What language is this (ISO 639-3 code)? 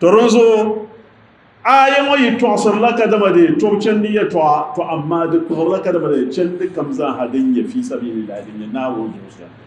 dag